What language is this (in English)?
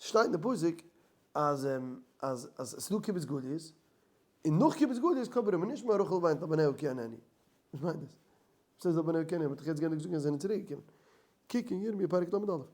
Yiddish